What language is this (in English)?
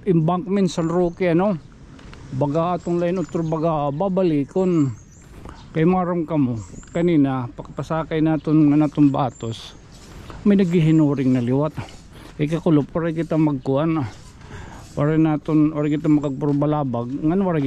Waray